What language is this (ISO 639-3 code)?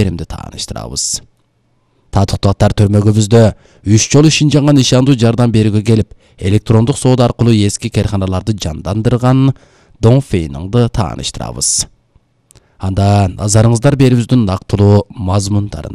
kir